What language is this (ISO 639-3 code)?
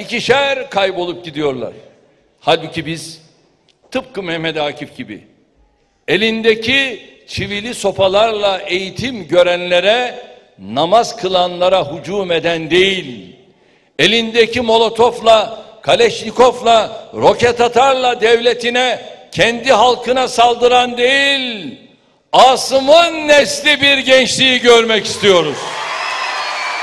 tur